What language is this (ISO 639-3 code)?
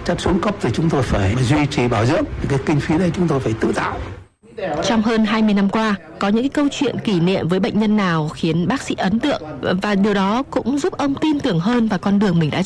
vie